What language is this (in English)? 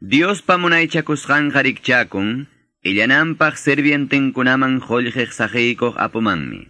Quechua